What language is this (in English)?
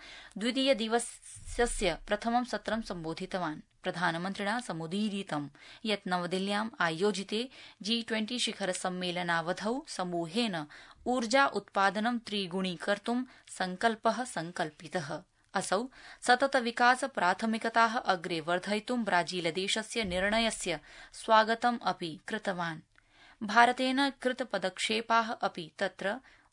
Sanskrit